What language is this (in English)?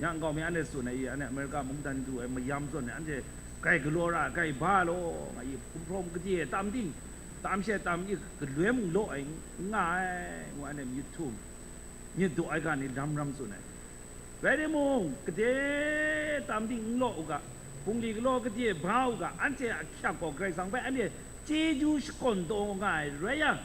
Kachin